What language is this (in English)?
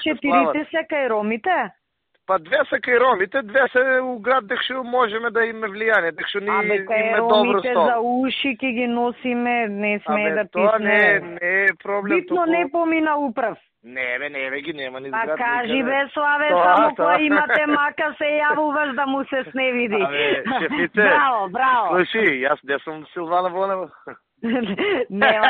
Macedonian